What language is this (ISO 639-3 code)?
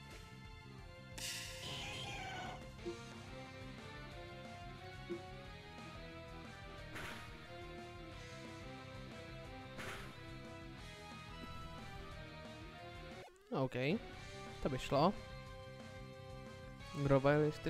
ces